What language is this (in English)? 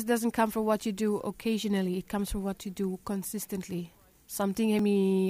Bislama